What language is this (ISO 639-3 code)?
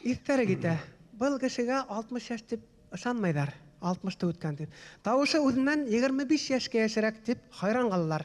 bak